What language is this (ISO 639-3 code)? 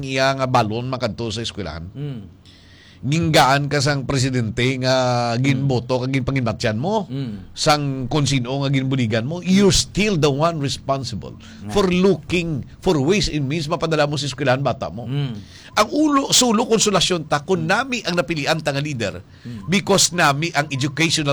hil